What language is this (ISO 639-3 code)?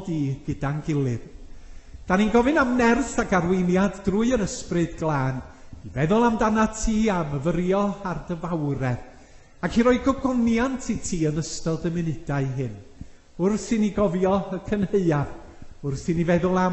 cym